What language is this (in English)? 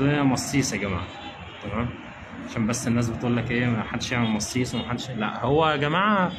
Egyptian Arabic